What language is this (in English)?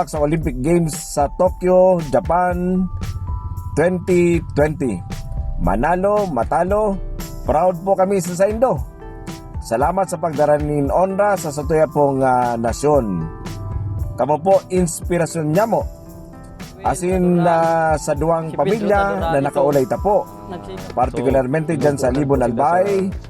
Bikol